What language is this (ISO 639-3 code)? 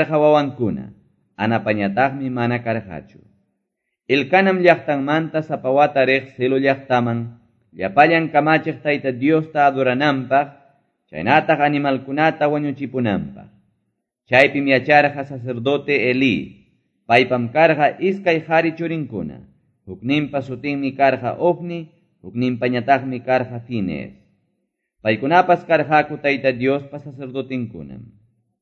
que